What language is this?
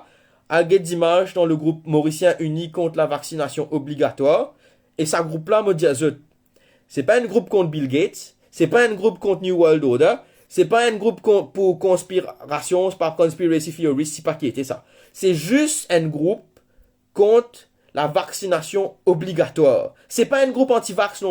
Morisyen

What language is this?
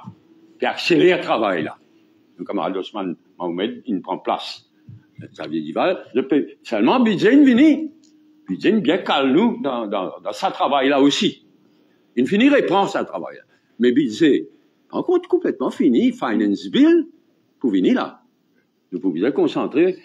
Morisyen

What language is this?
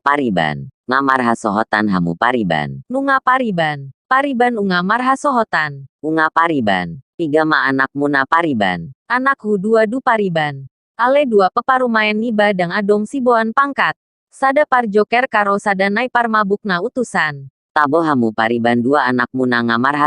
Batak Toba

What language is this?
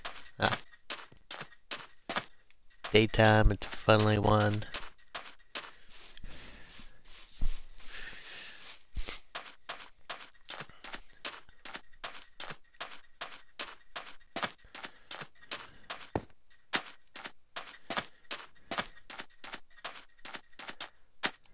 English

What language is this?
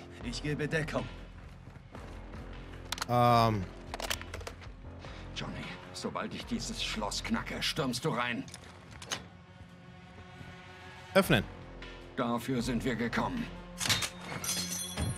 German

